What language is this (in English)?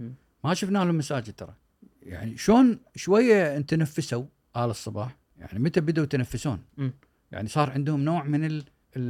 Gulf Arabic